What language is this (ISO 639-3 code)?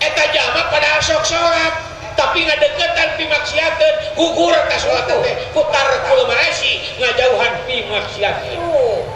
sun